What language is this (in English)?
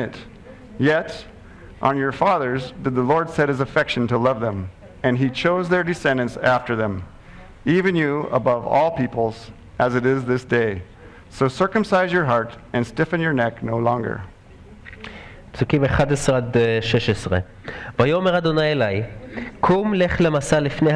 Hebrew